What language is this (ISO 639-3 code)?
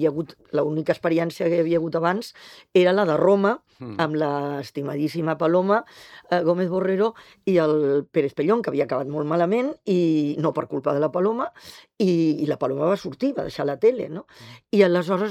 cat